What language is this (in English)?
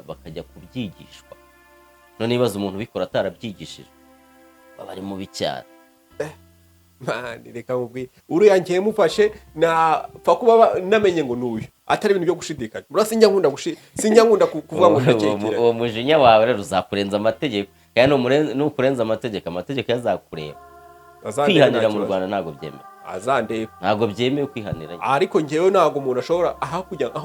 Kinyarwanda